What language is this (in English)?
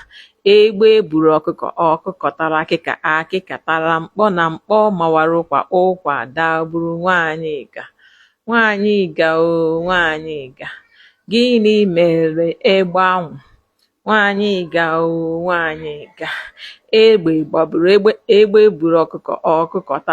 Igbo